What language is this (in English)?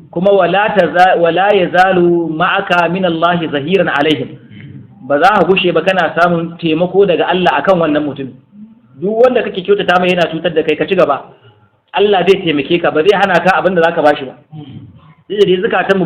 Hausa